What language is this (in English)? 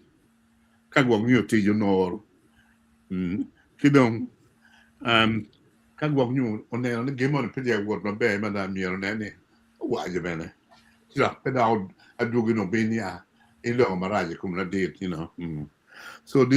Acoli